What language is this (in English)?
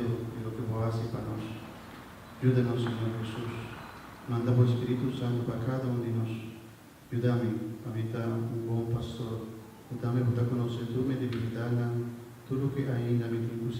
Papiamento